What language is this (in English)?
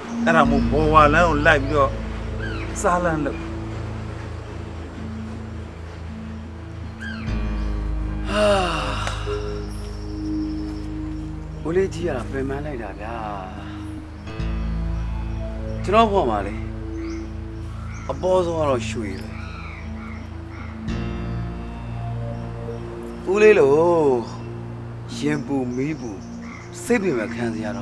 Burmese